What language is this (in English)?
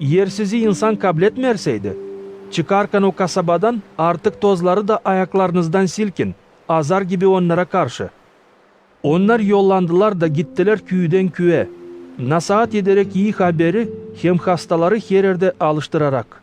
Gagauz